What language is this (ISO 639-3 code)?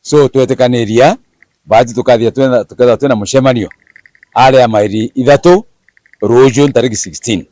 mer